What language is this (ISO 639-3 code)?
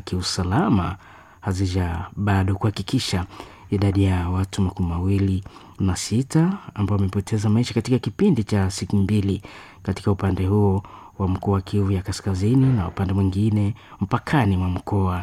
swa